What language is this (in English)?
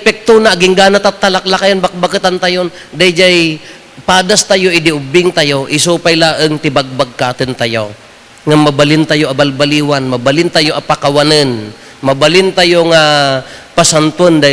Iloko